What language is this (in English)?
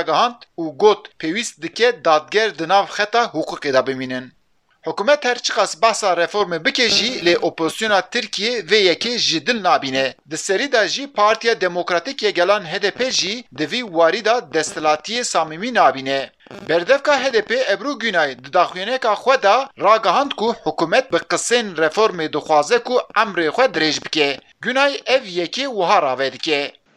Kurdish